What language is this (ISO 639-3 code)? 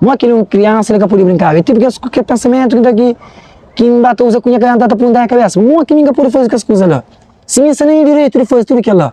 kea